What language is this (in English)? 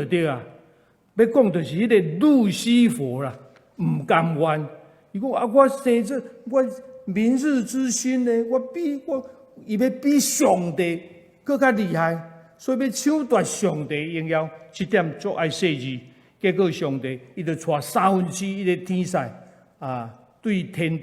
Min Nan Chinese